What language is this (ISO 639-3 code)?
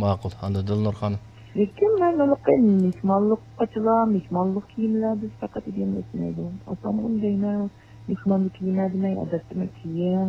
uig